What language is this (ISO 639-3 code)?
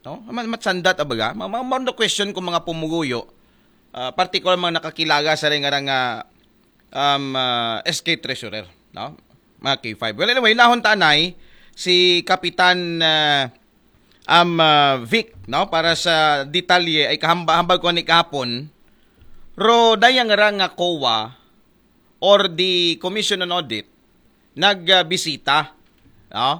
akl